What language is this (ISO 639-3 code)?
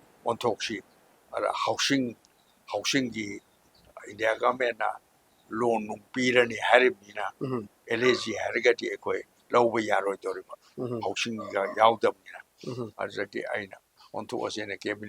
mni